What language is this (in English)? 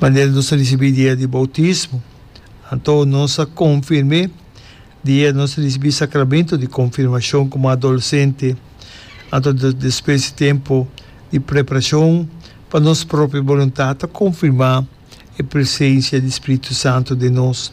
Papiamento